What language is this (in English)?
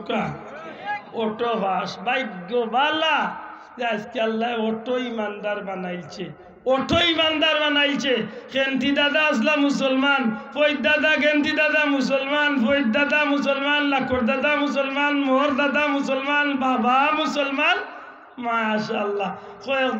Sylheti